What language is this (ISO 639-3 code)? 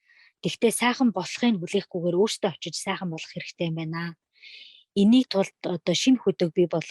mon